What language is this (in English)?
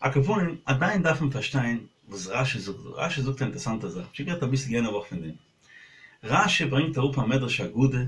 Yiddish